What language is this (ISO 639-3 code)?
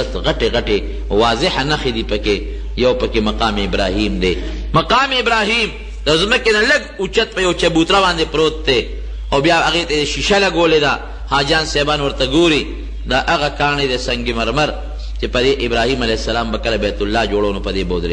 pus